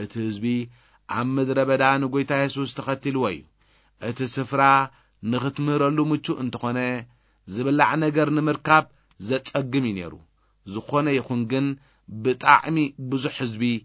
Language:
Tigrinya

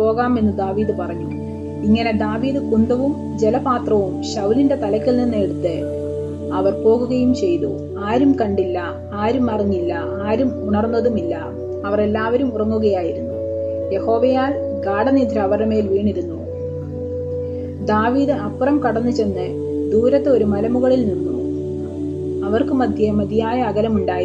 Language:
Malayalam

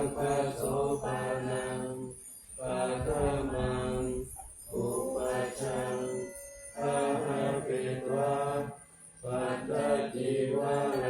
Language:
Pali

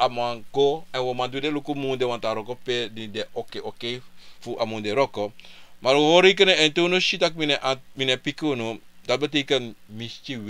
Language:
Sranan Tongo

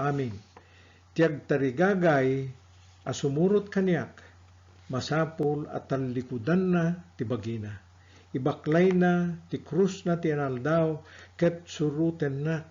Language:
Iloko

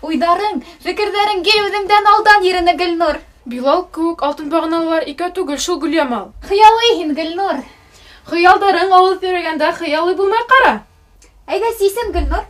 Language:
Bashkir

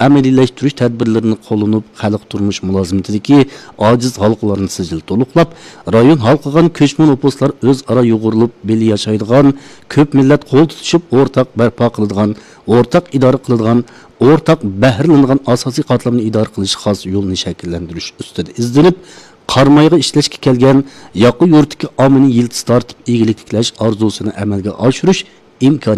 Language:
Uyghur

